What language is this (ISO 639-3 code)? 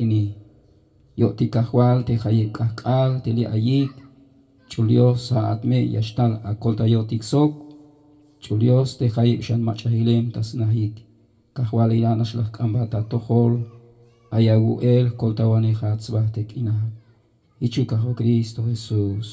tzh